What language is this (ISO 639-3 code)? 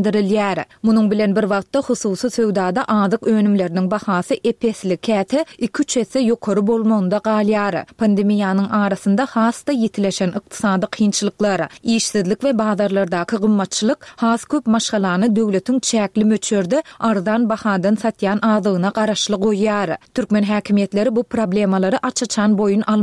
tuk